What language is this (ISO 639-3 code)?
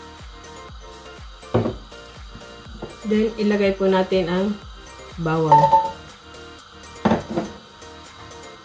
fil